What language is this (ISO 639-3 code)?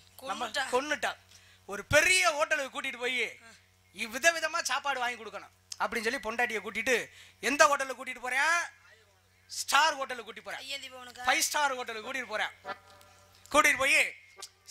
tam